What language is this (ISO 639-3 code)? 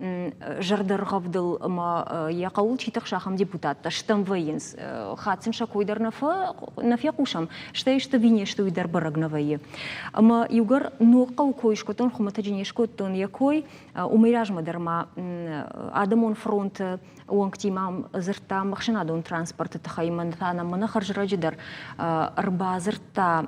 oss